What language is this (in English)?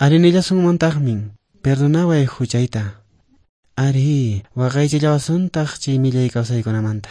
Quechua